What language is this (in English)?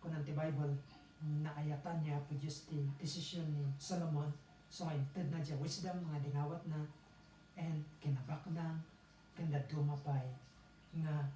Iloko